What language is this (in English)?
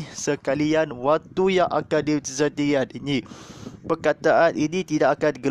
Malay